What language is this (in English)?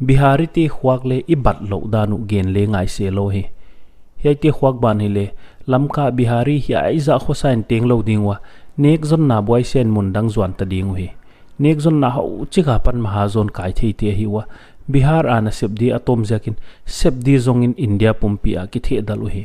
Paite Chin